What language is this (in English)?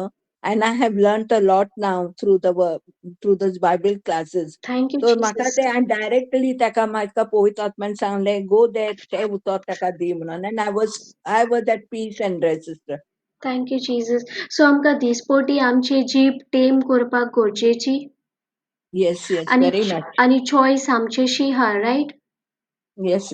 Konkani